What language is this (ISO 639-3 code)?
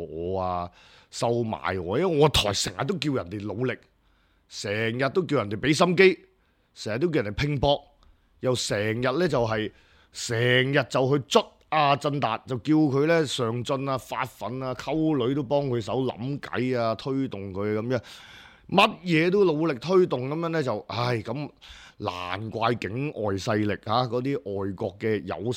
yue